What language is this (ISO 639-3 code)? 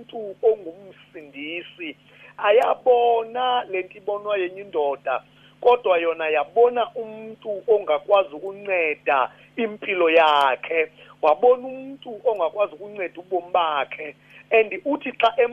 xho